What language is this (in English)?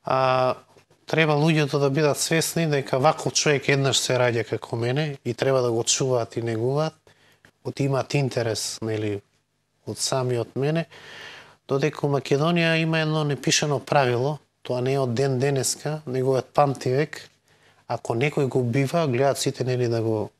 Macedonian